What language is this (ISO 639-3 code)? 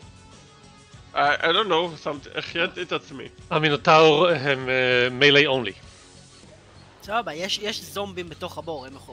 heb